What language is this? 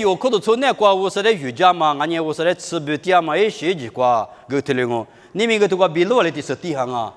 Lisu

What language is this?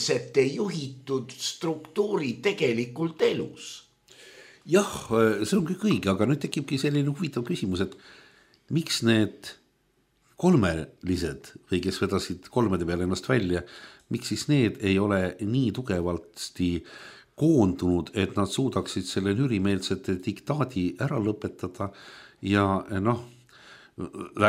Estonian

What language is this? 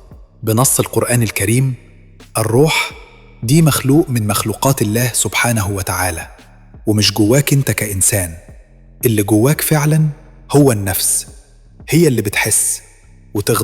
Egyptian Arabic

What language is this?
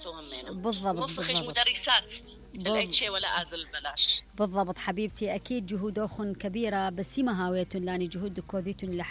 Mesopotamian Arabic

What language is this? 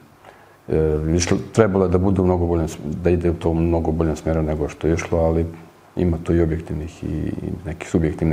Serbian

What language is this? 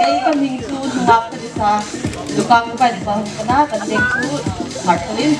Hmar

